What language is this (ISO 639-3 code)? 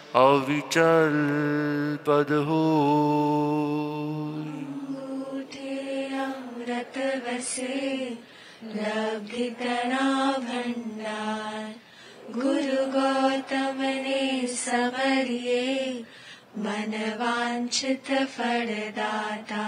guj